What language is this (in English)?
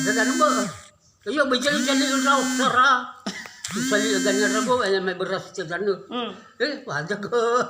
Nias